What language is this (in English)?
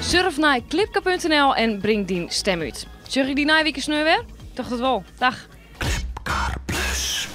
Western Frisian